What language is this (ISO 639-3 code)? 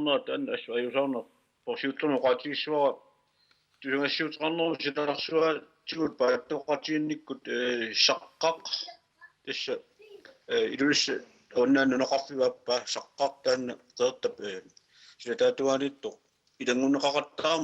kal